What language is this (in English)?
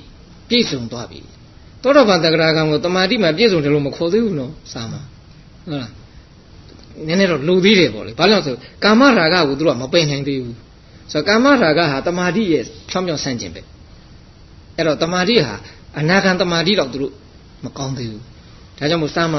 Burmese